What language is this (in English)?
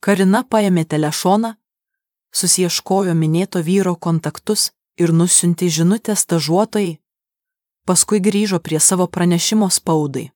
Lithuanian